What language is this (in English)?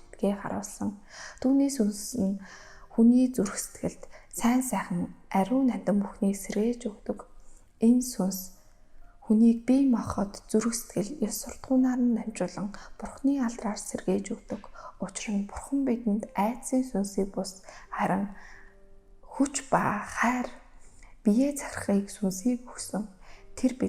Mongolian